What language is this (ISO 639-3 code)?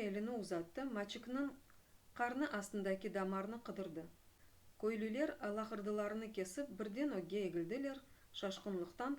crh